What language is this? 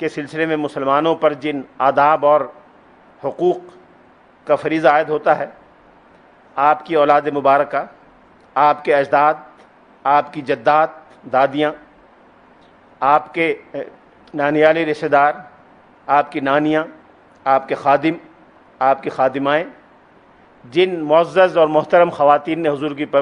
Urdu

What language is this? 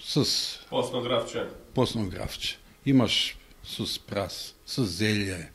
Macedonian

